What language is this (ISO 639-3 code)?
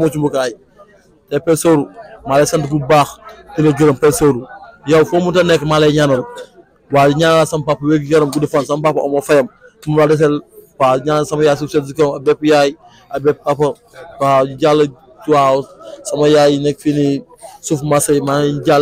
wol